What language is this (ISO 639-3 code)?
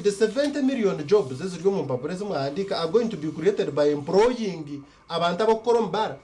nyn